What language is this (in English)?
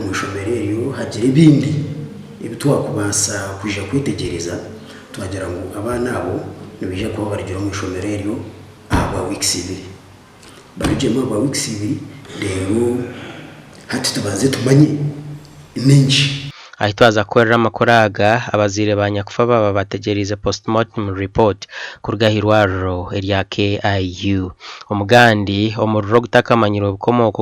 Nyankole